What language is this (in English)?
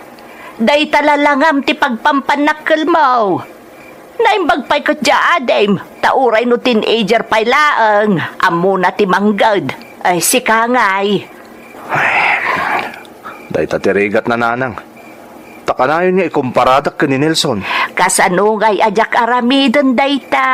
Iloko